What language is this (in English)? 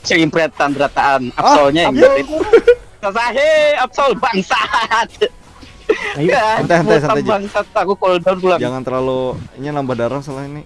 Banjar